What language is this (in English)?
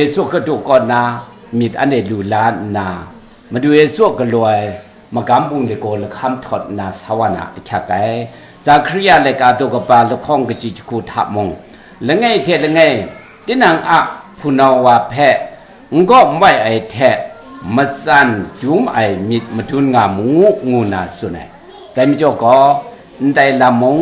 Kachin